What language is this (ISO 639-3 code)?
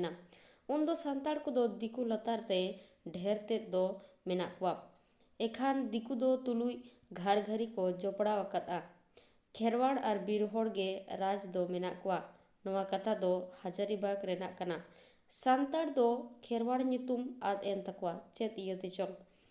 sat